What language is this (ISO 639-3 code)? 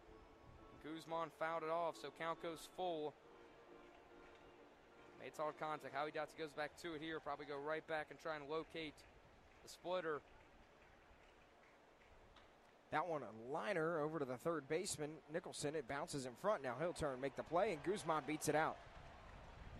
eng